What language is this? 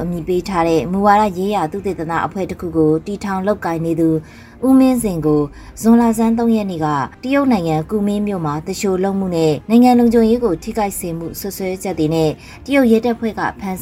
Burmese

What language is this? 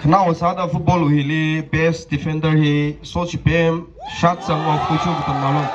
Tangkhul Naga (India)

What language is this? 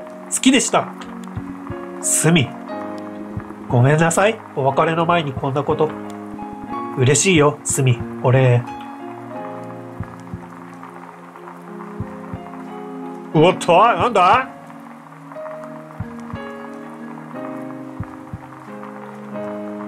Japanese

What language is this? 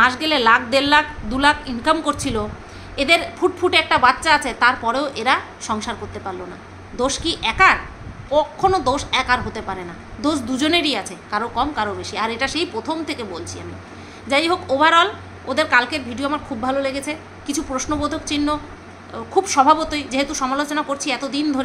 Bangla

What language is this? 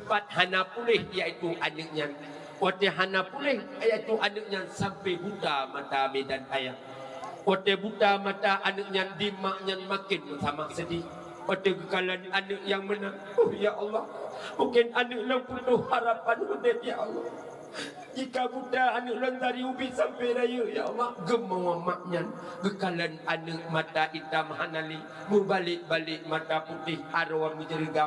Achinese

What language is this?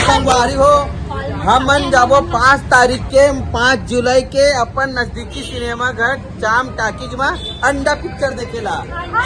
Chhattisgarhi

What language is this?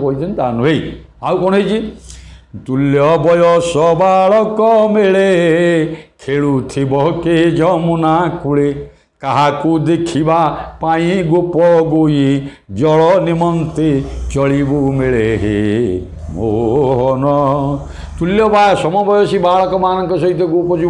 Odia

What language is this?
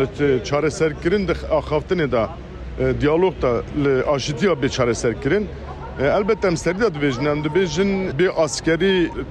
Kurdish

